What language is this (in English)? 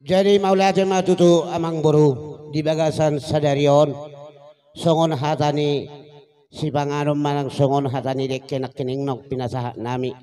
Batak Toba